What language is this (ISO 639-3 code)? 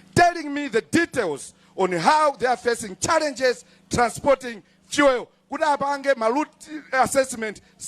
nya